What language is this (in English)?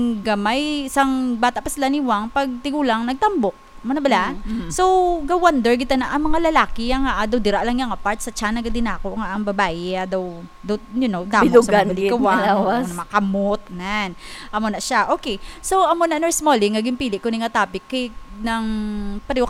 Hiligaynon